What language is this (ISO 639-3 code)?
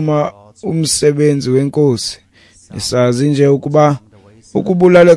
xho